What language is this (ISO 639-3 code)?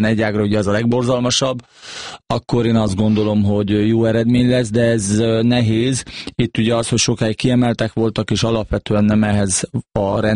hun